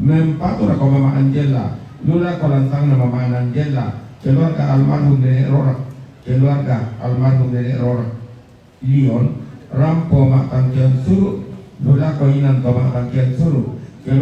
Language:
Toraja-Sa'dan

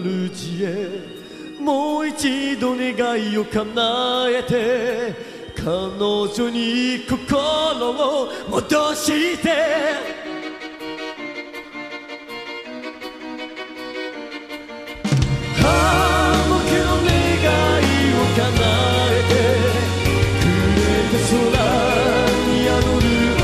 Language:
Japanese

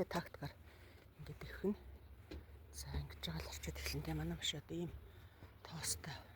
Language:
Mongolian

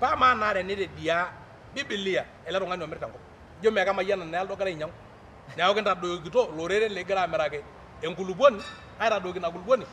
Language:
Masai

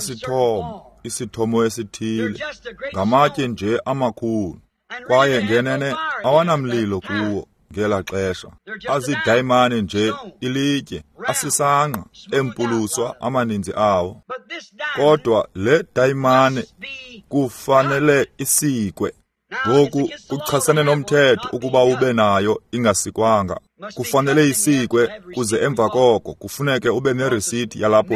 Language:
Xhosa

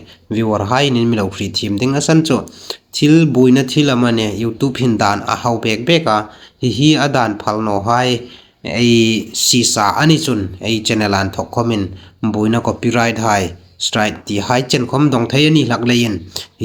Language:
Hmar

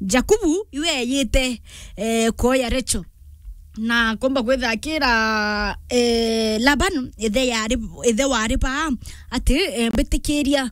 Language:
Meru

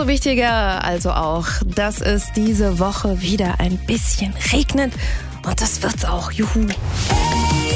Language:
German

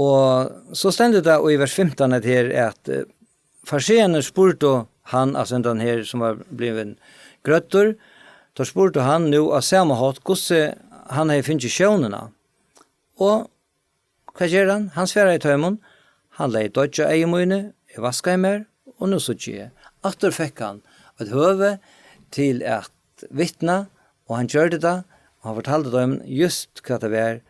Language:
Faroese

